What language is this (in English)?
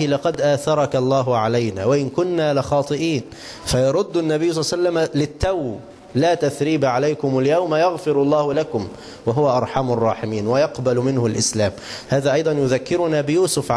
Arabic